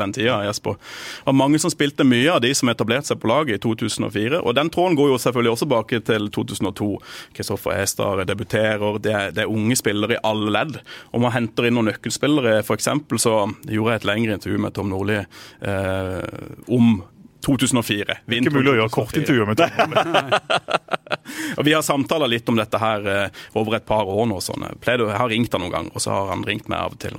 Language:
Norwegian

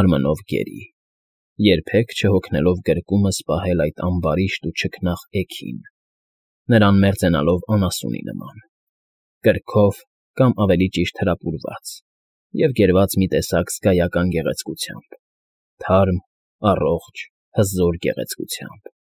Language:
Armenian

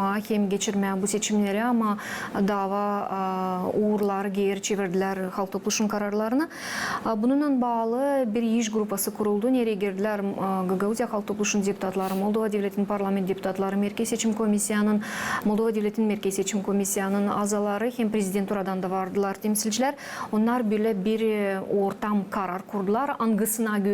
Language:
Gagauz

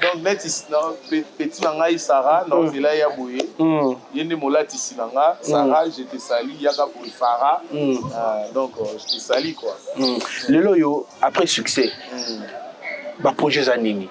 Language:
Lingala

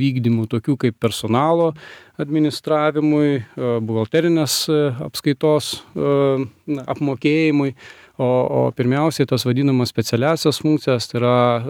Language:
Lithuanian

